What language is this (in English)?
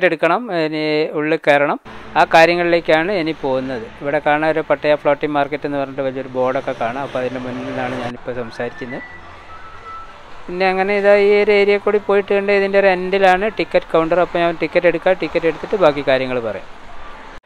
Malayalam